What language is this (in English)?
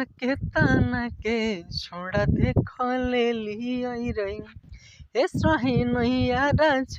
Magahi